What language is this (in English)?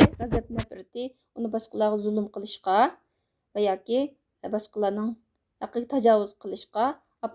Uyghur